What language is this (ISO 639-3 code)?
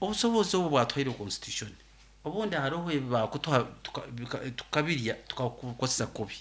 nyo